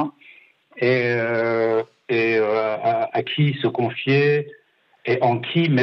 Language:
French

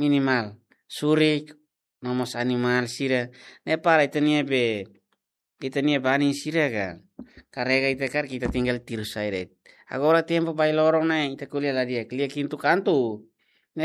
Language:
Tetum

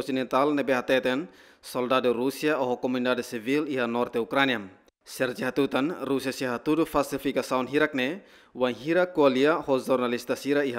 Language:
Tetum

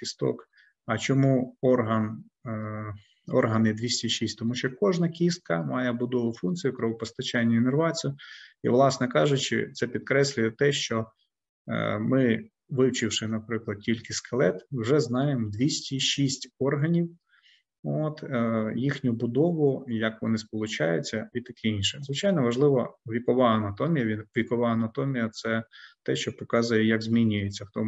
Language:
Ukrainian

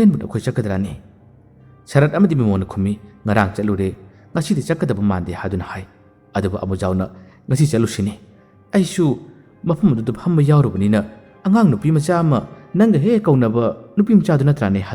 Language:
Manipuri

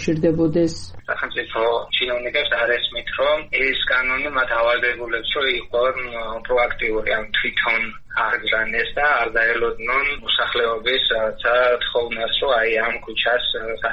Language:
Georgian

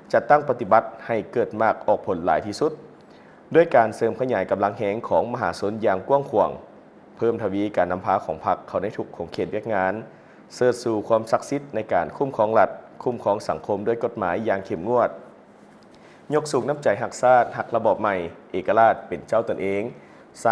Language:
Lao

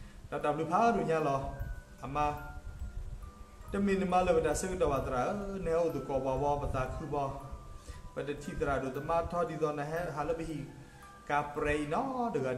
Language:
S'gaw Karen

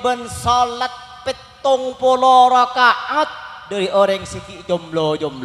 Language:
Madurese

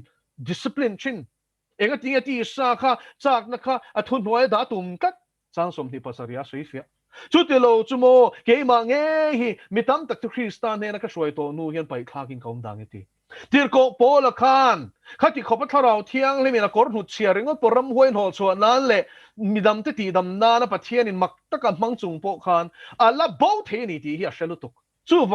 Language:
Mizo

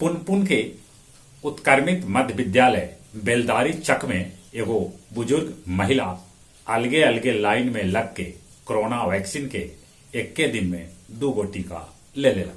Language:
Magahi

